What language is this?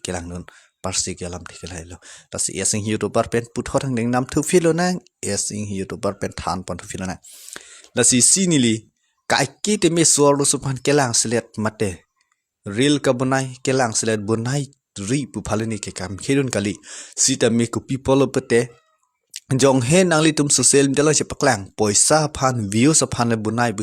Karbi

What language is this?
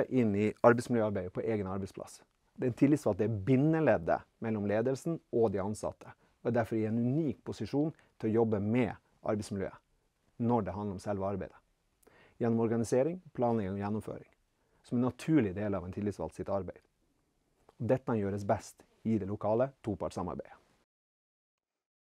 Norwegian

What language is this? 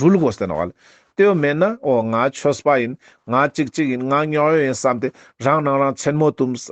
Ladakhi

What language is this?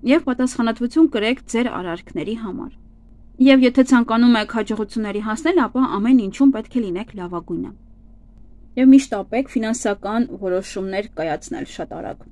Armenian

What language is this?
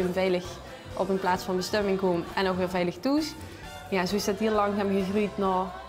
Limburgish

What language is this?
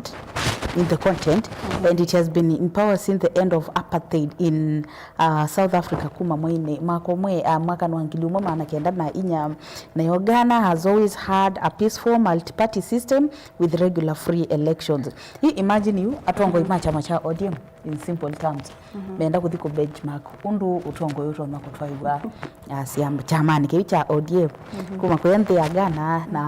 Kamba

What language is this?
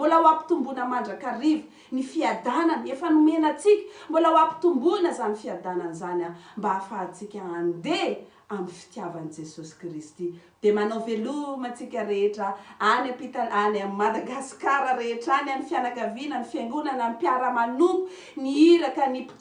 Malagasy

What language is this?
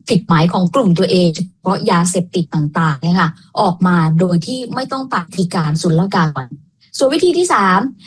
Thai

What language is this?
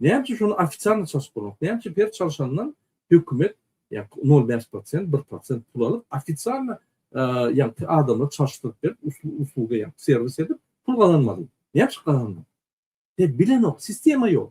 Turkmen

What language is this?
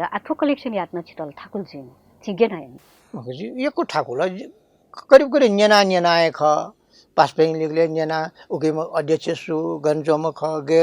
Newari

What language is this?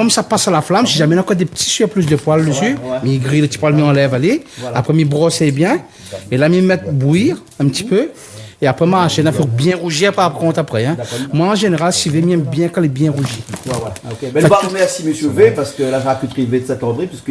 Réunion Creole French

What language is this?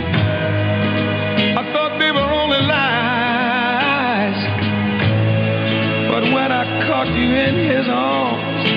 English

